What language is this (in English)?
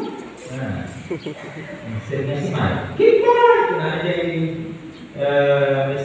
Iloko